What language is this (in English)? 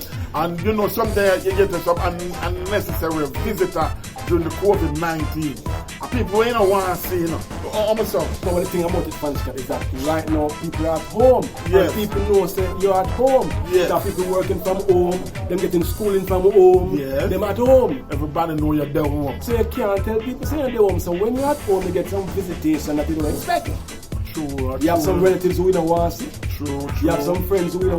Jamaican Creole English